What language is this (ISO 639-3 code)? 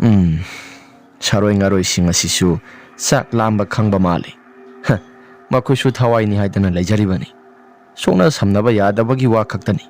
mni